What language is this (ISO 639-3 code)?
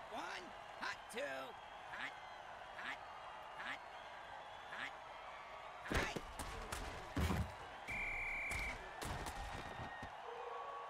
eng